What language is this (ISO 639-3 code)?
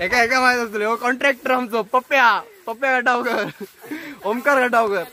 kok